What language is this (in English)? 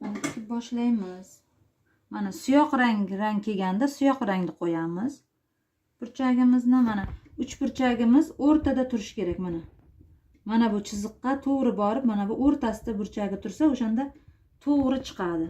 Uzbek